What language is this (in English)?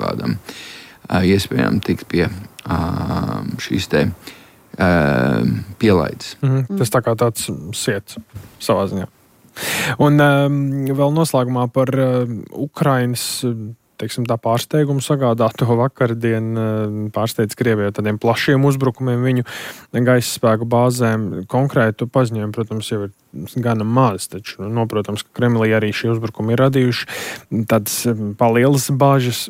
Latvian